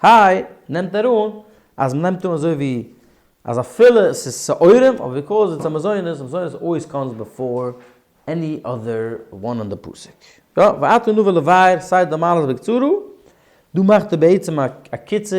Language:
Yiddish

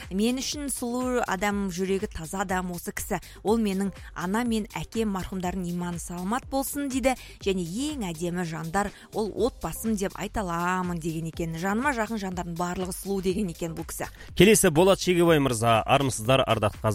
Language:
Kazakh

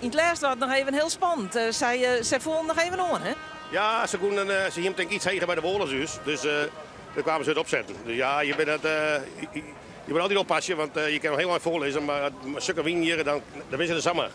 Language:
Western Frisian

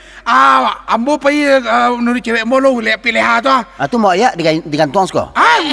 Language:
Minangkabau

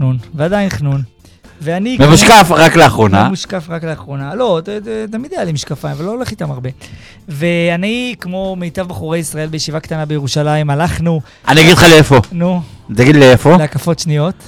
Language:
Hebrew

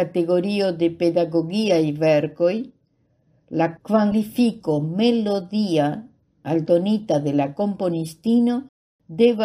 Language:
Esperanto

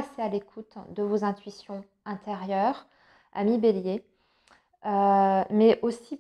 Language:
French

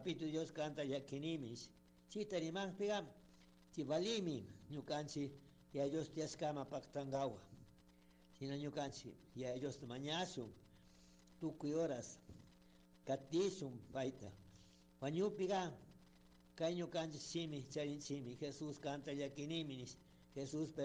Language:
Chimborazo Highland Quichua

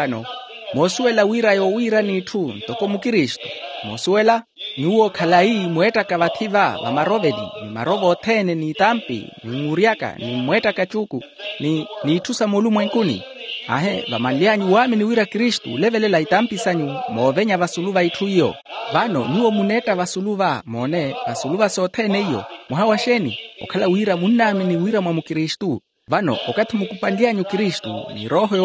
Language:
Makhuwa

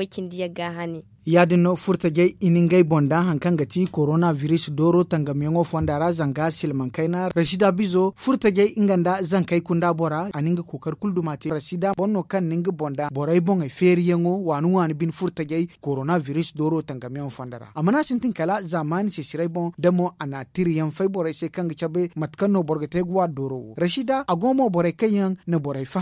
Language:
Zarma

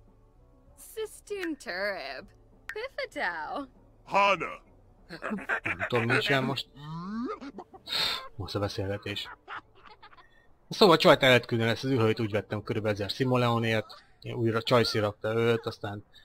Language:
Hungarian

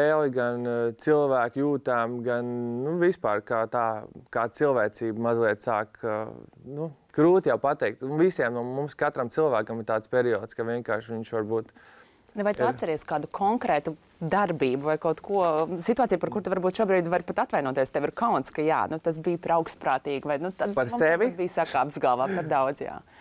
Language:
Latvian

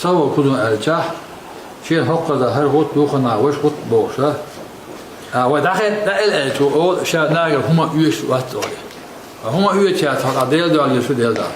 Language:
Chechen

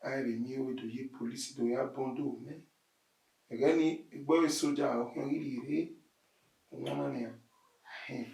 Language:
Bini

